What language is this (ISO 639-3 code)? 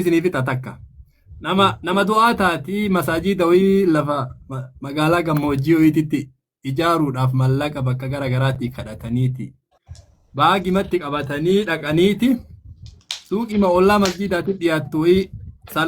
orm